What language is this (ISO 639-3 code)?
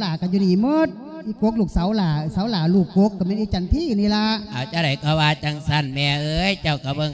lao